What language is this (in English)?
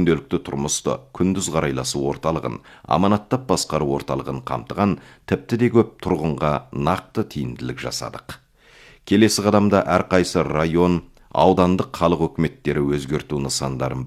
Kazakh